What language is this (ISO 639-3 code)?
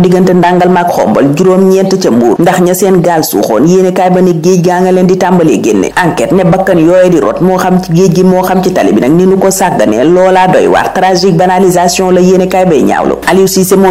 wol